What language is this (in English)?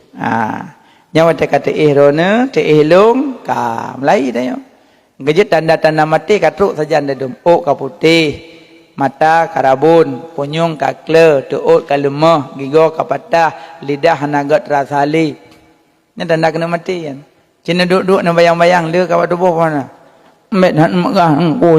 Achinese